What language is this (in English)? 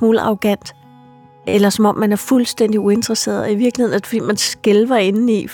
Danish